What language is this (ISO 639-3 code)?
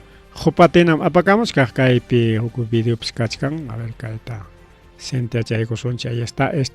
quy